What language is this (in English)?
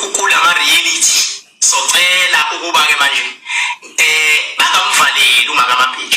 Zulu